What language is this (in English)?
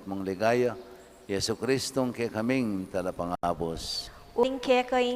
Pampanga